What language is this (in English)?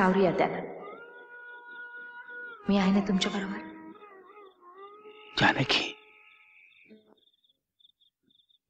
Marathi